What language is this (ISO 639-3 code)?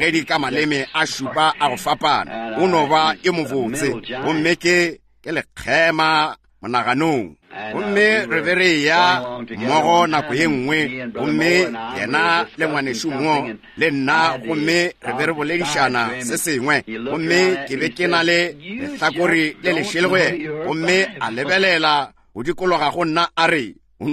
nso